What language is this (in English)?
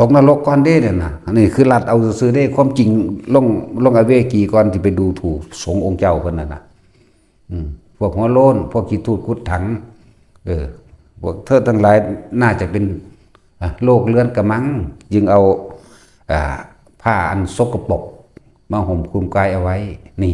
Lao